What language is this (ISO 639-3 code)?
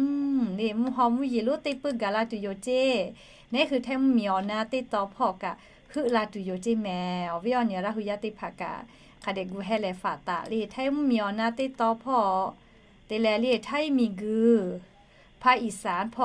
lhu